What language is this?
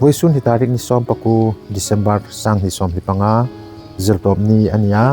Hmar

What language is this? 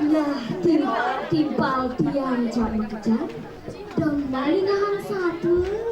Balinese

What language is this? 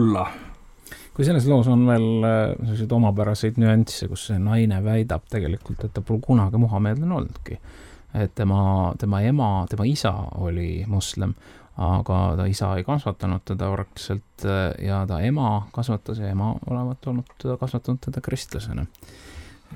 Estonian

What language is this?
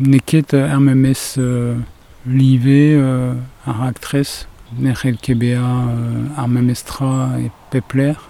Breton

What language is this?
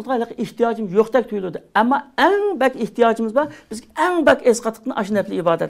Uyghur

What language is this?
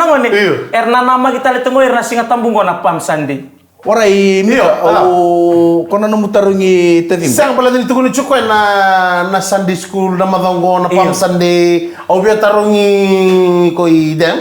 Fijian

